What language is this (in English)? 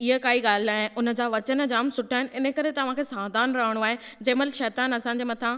Sindhi